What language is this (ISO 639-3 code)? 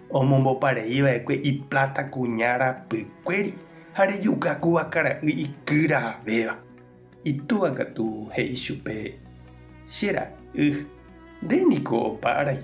grn